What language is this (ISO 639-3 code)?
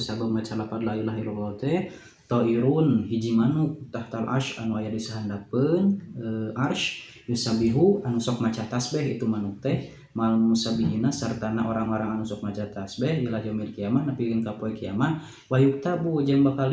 sun